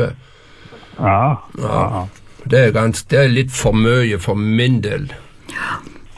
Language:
Norwegian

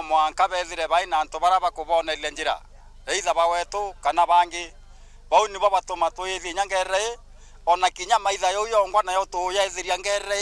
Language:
Meru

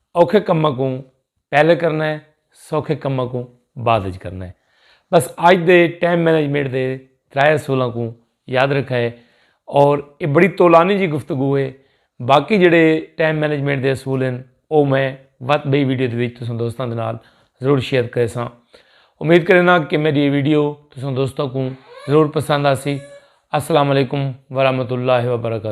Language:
Saraiki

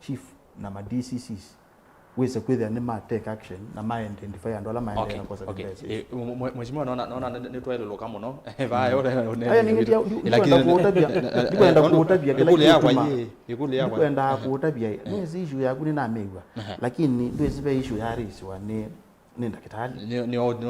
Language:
Kamba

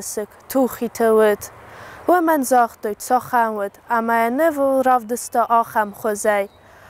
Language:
Ossetic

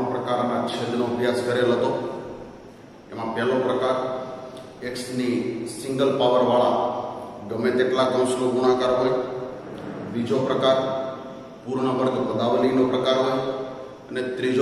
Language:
Gujarati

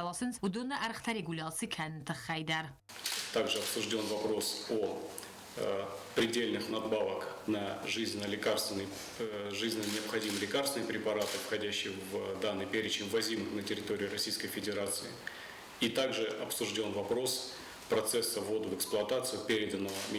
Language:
Ossetic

